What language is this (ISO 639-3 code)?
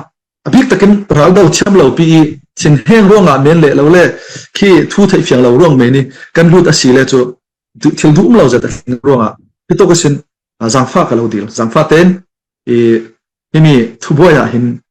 cfm